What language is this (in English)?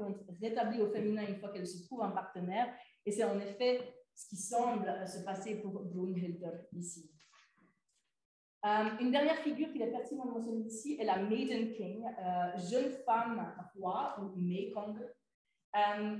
French